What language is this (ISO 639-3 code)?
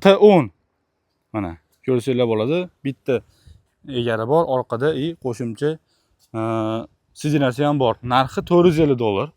uzb